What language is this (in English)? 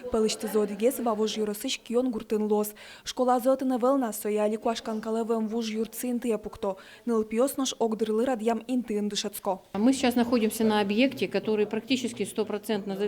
Udmurt